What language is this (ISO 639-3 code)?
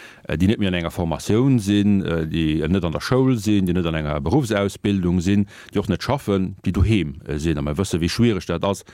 ltz